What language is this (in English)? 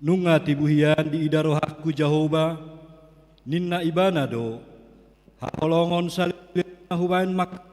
Batak Toba